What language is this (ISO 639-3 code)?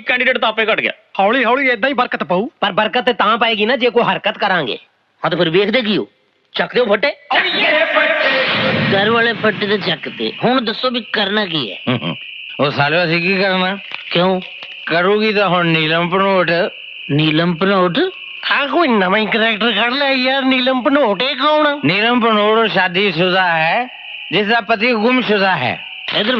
pan